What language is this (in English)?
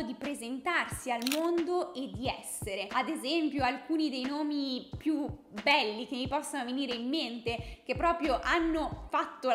Italian